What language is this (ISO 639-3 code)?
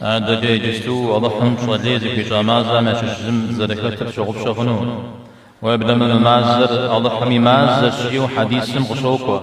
kbd